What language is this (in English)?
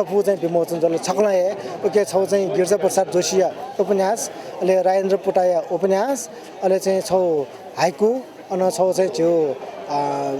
Newari